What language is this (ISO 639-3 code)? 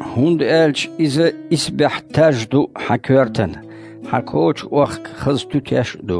che